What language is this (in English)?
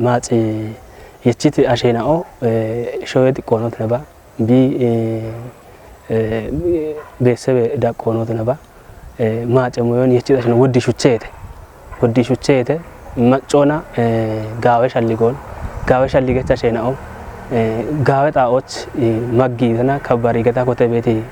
Kafa